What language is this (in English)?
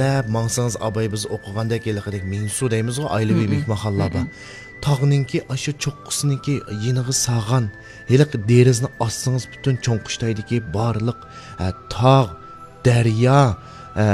Uyghur